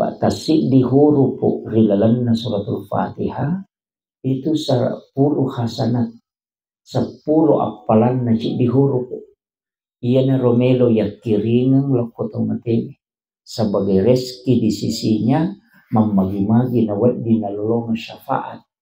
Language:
Buginese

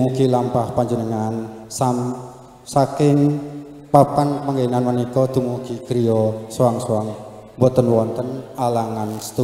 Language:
Javanese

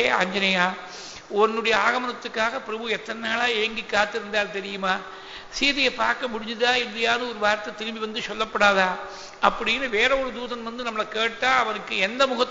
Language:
Tamil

